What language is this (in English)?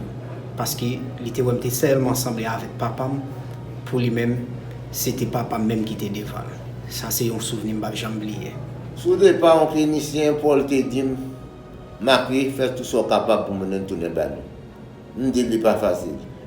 Haitian Creole